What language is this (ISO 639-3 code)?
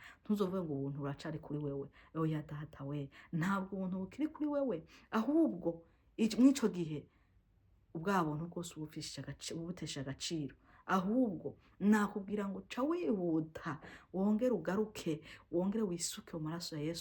run